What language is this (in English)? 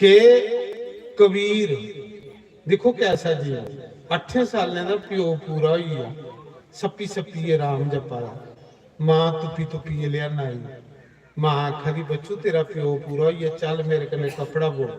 Dogri